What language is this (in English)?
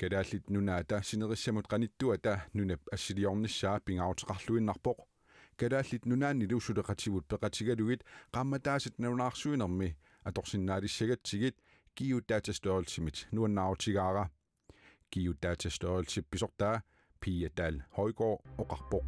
Kalaallisut